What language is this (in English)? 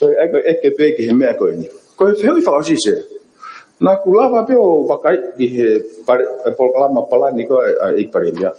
Tongan